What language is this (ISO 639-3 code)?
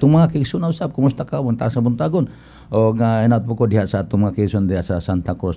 ceb